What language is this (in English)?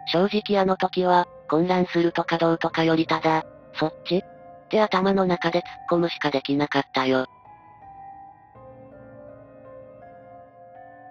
Japanese